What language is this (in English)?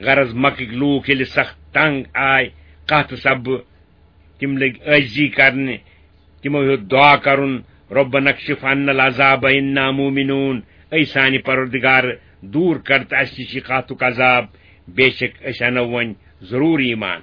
Kashmiri